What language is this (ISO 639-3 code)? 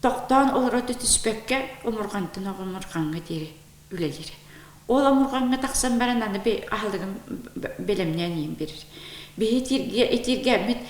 sah